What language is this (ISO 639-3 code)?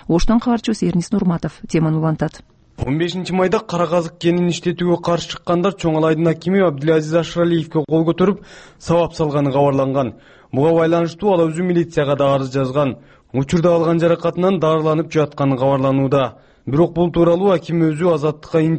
kir